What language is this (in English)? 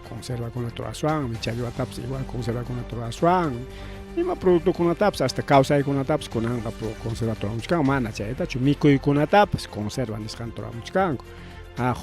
Ayacucho Quechua